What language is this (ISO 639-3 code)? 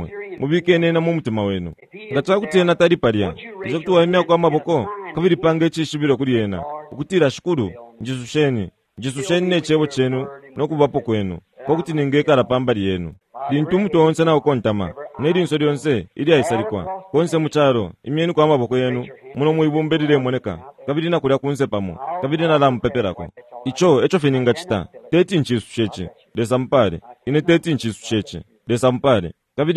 bem